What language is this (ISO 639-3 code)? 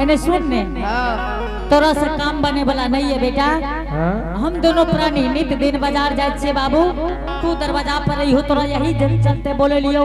anp